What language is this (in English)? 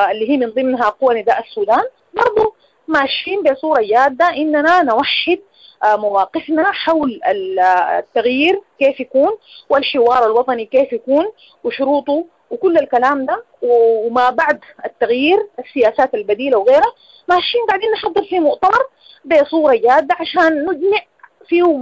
Sudanese Arabic